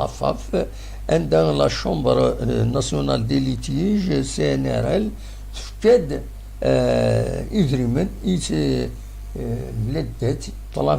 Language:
Kabyle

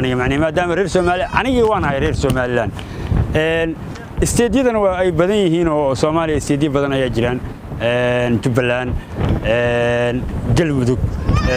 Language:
Somali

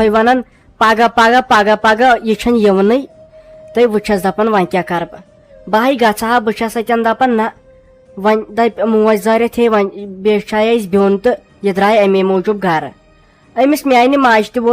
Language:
Kashmiri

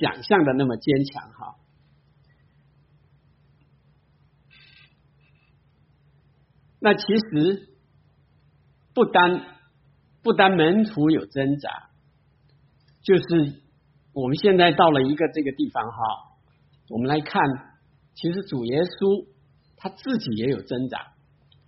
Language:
Chinese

